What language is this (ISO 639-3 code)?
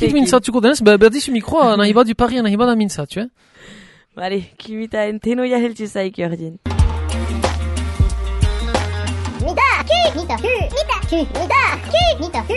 eus